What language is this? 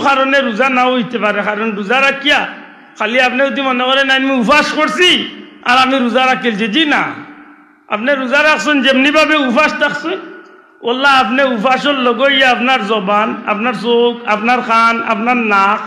Sylheti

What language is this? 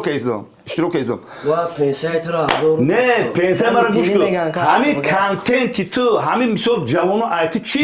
Tajik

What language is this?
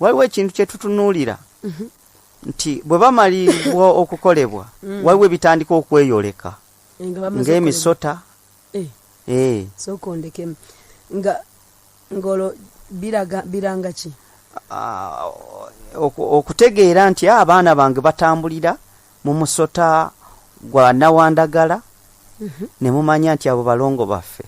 Ganda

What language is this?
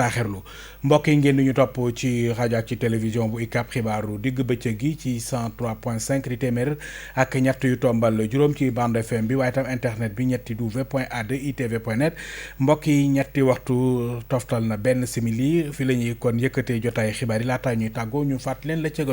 Wolof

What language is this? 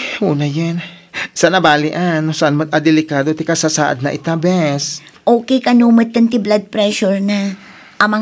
Iloko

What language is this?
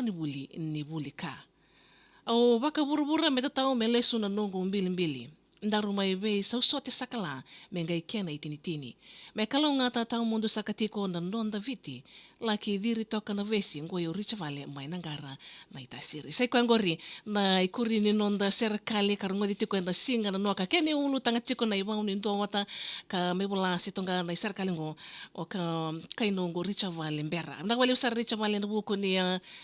Fijian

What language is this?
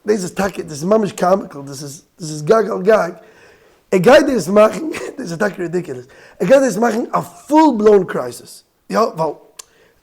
Yiddish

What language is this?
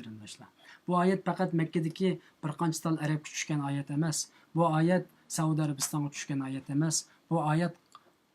Uyghur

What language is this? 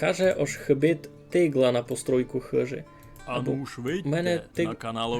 Rusyn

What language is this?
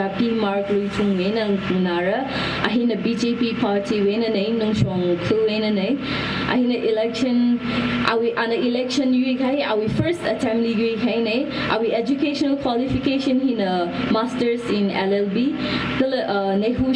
Tangkhul Naga (India)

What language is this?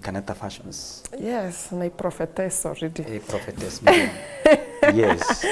Meru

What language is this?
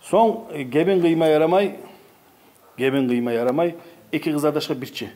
Kumyk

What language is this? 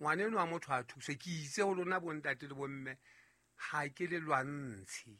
Southern Sotho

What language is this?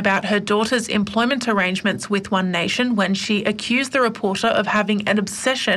English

